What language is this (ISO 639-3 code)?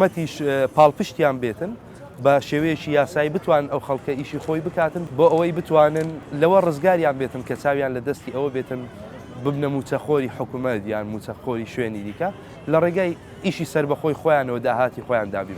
ckb